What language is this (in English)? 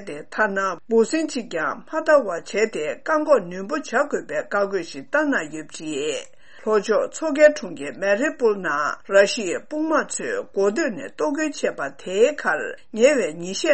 Tibetan